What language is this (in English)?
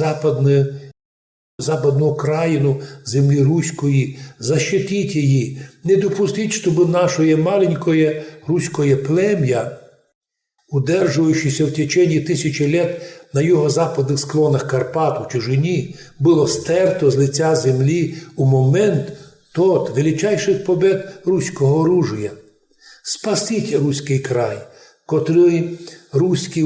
Rusyn